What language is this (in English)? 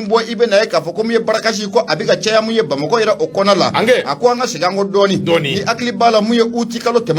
Bambara